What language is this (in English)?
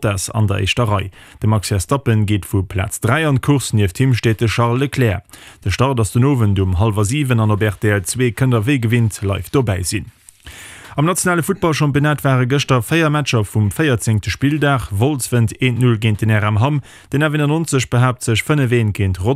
Luxembourgish